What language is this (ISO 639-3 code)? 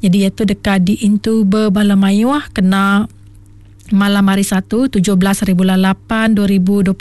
iba